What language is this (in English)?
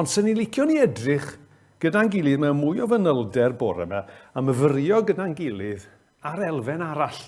Welsh